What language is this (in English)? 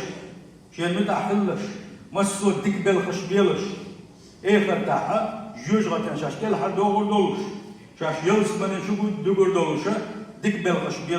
Chechen